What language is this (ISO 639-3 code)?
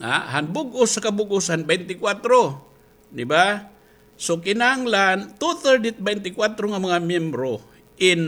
war